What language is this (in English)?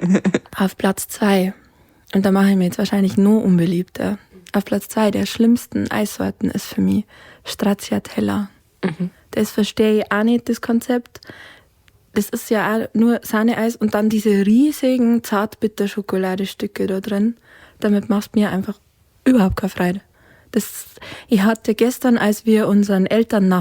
Bavarian